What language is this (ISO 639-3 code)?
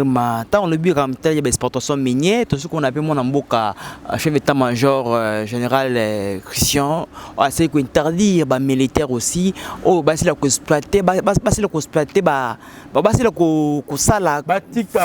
lin